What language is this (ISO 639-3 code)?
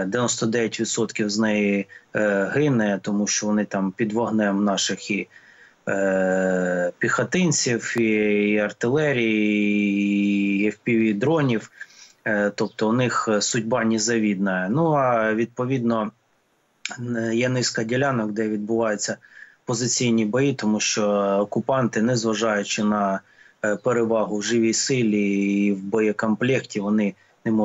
ukr